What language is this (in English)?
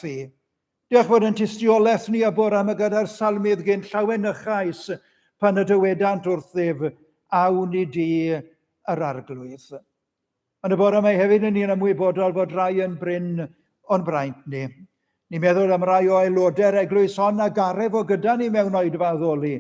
Welsh